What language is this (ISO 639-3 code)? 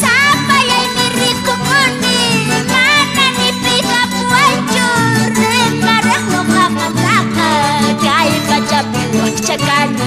que